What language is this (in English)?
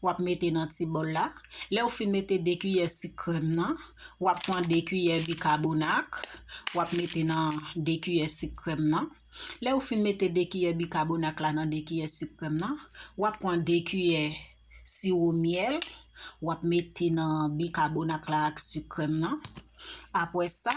Haitian Creole